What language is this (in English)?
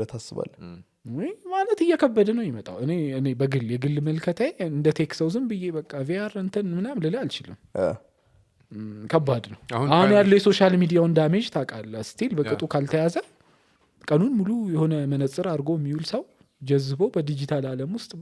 Amharic